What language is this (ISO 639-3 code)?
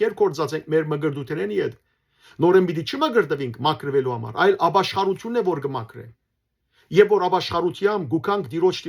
hyw